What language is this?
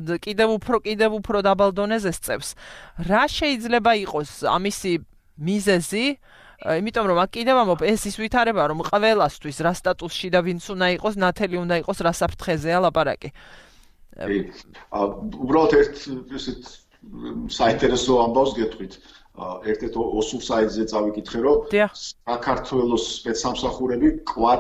Georgian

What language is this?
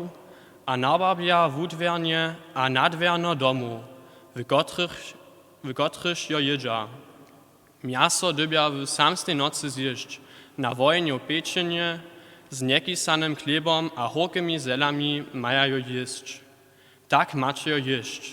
Upper Sorbian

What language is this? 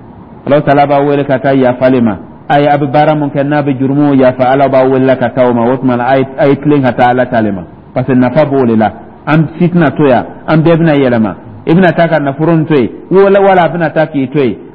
Dyula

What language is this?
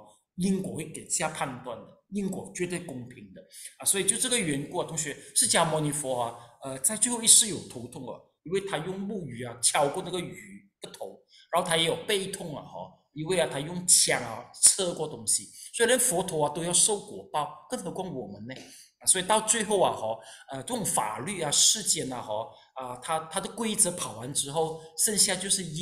Chinese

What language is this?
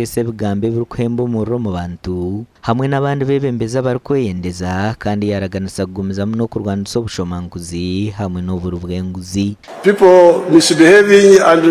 Nyankole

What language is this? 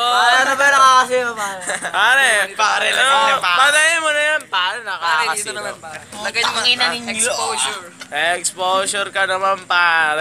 Filipino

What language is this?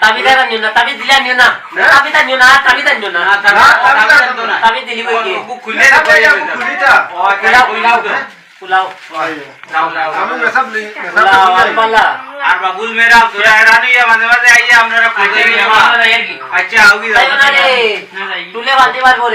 Sylheti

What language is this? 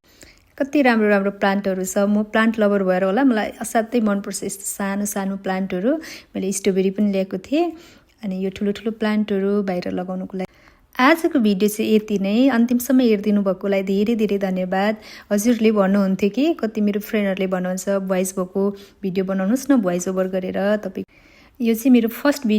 Nepali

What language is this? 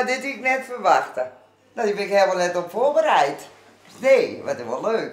Western Frisian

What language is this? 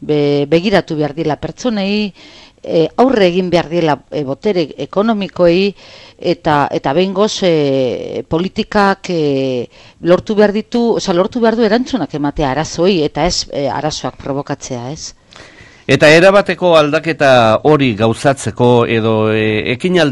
Basque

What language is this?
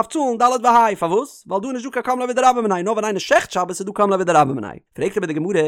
Yiddish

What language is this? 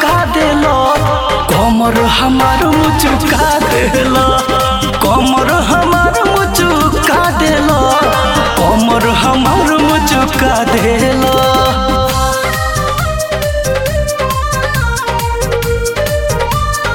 Bhojpuri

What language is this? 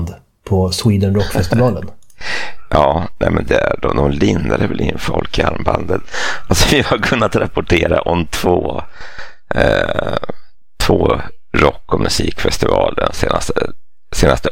Swedish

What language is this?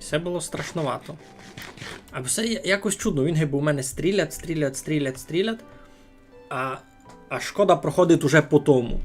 Rusyn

